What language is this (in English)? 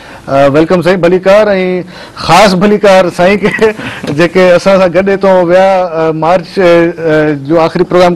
Sindhi